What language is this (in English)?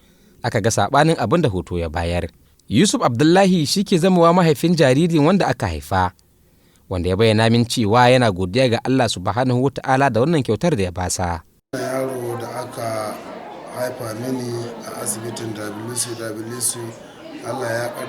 Hausa